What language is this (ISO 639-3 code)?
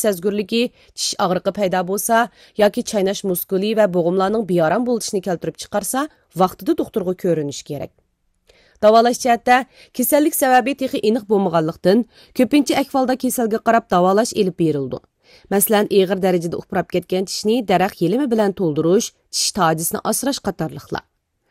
uig